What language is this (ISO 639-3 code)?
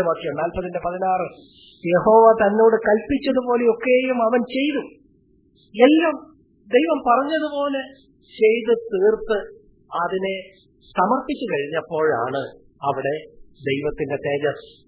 mal